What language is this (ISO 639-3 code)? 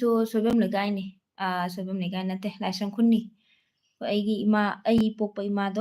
mni